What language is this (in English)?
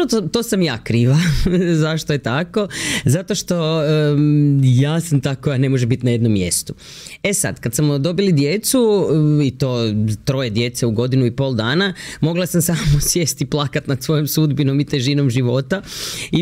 Croatian